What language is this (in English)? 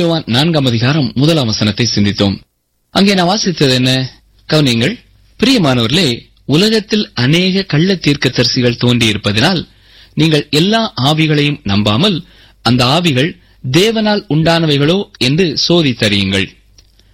Tamil